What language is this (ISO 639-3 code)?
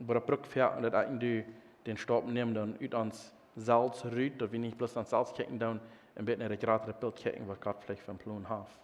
pdt